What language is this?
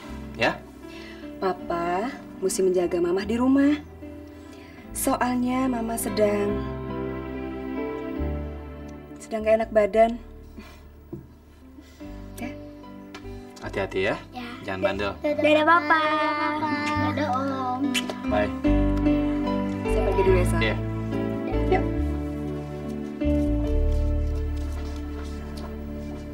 Indonesian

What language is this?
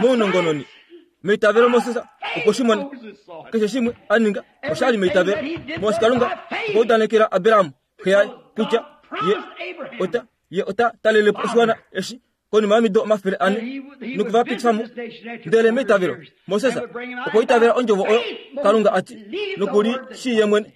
Kuanyama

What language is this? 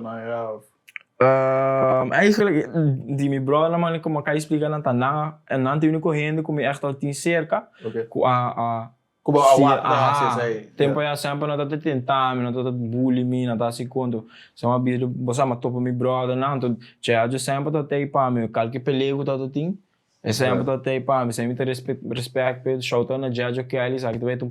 Papiamento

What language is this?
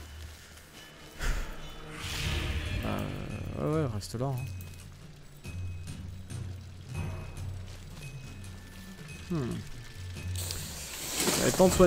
French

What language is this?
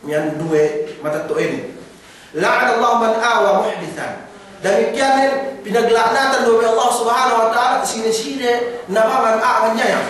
Yakan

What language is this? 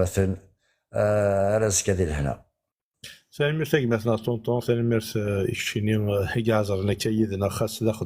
Kabyle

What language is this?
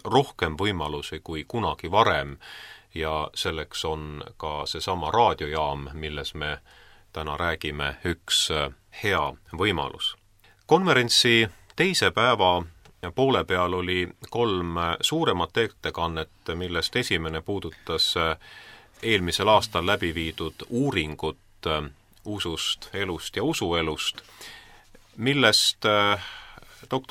Estonian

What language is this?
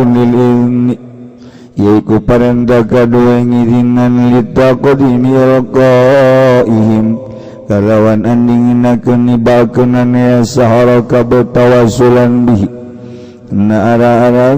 Sundanese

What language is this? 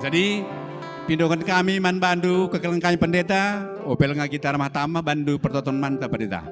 Batak Karo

